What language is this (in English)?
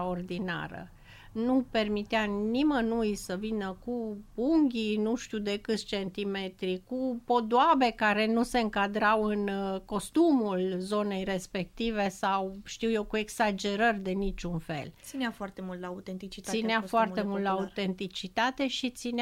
Romanian